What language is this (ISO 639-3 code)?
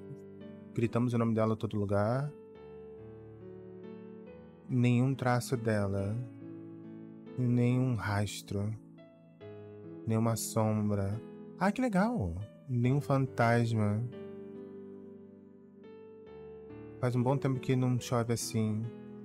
por